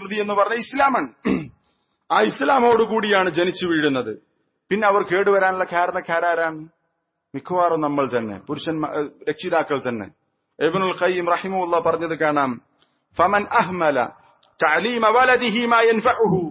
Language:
Malayalam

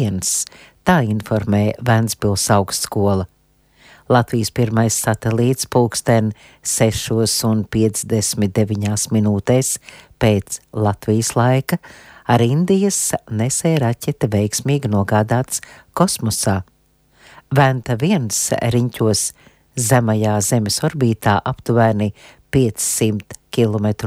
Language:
Latvian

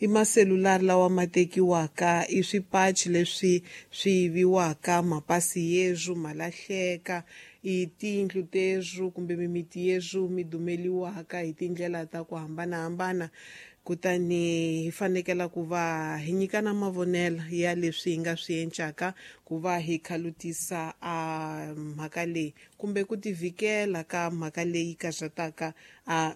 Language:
Tsonga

